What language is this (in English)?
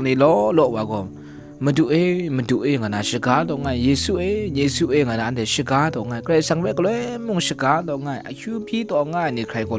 Kachin